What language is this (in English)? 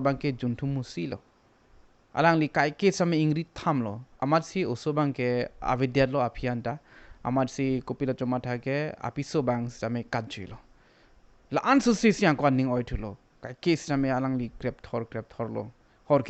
Karbi